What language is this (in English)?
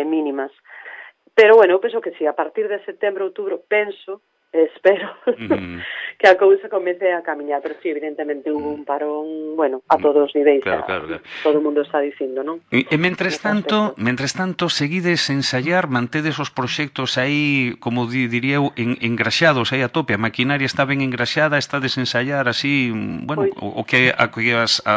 Galician